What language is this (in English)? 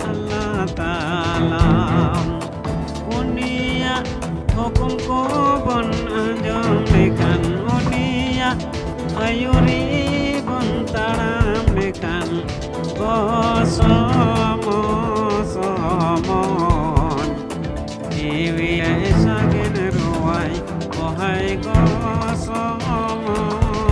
Santali